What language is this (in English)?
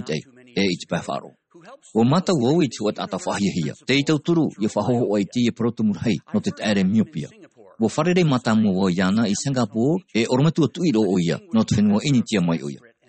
Tahitian